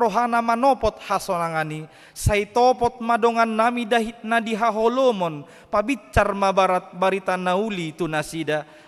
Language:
Batak Toba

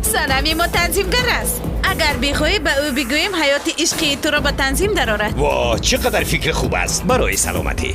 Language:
Tajik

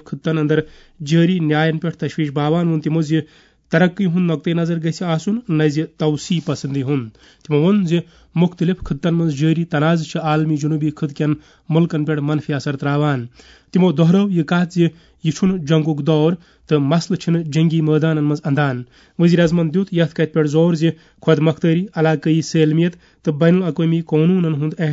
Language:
Kashmiri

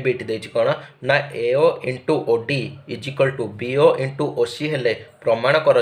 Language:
Odia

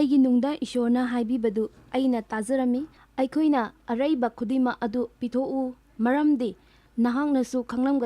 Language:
Manipuri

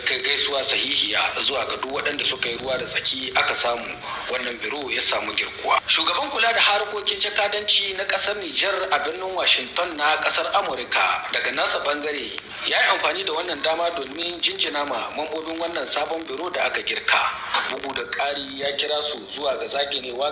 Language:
Hausa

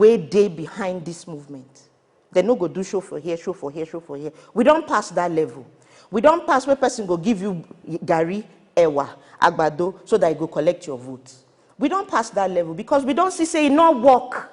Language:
Nigerian Pidgin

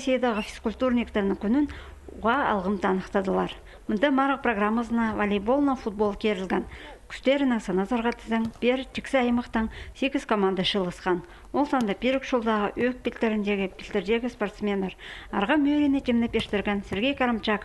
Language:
Khakas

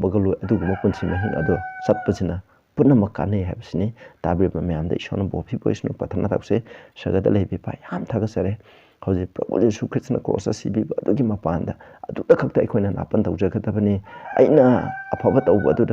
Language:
Manipuri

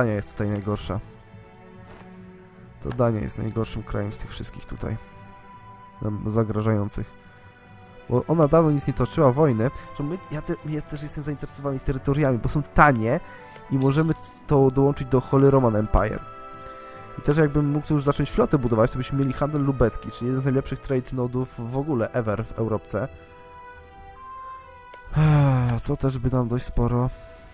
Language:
Polish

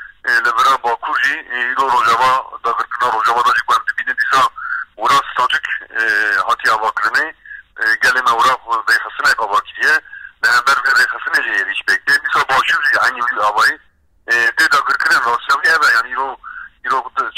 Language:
Kurdish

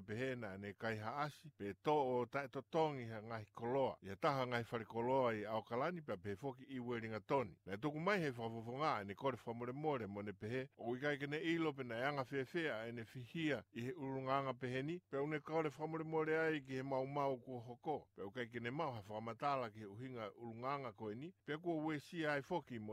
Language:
Tongan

